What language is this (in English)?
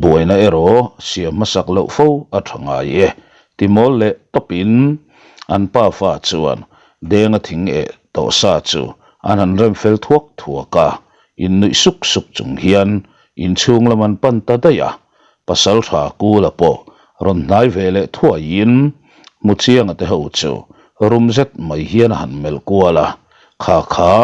Mizo